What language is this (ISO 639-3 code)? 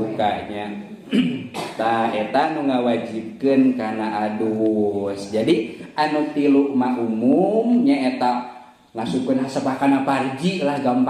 sun